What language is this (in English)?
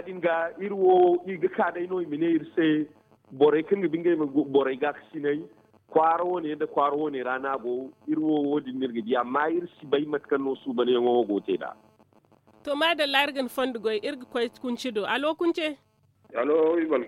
Zarma